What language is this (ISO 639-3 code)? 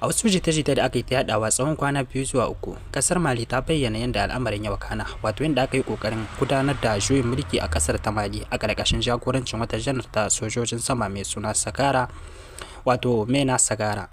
hau